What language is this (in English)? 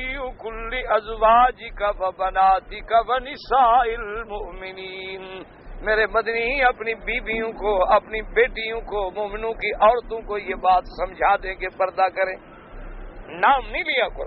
Urdu